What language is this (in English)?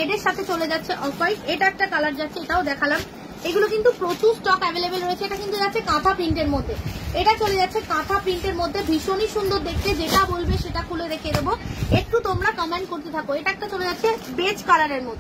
Bangla